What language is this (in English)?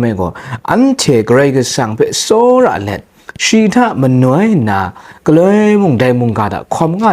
Kachin